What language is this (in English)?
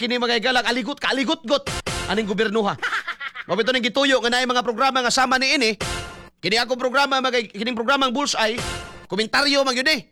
Cebuano